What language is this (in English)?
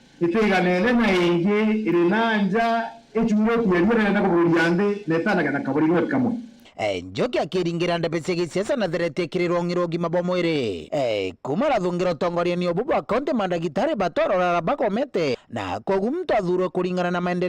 Meru